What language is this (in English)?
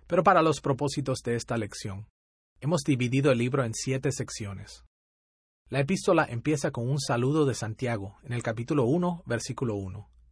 Spanish